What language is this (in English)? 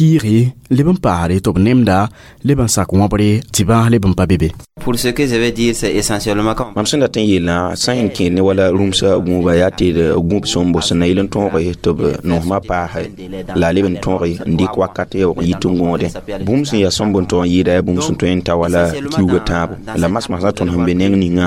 Mossi